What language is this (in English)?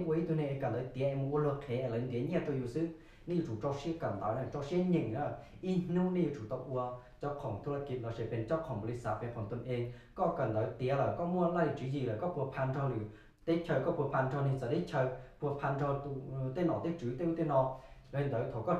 Hmong